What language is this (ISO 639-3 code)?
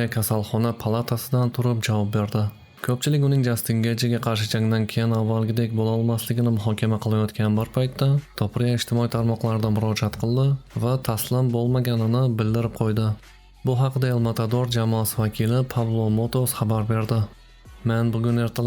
uzb